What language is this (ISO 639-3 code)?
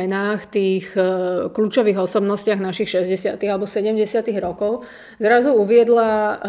slk